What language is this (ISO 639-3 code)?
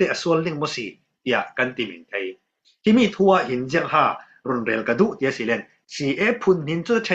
cfm